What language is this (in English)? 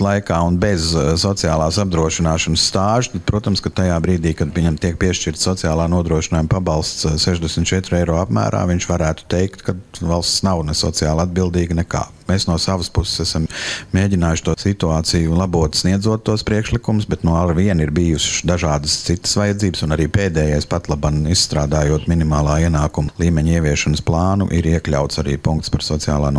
Latvian